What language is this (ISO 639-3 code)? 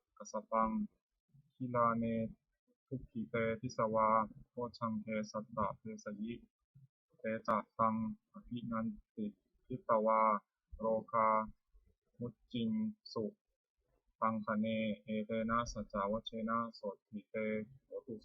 pli